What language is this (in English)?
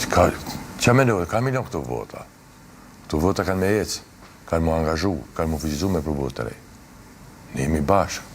Albanian